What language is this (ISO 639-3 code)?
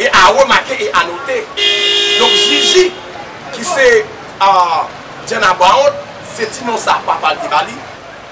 hat